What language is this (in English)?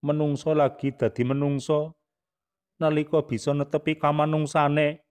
Javanese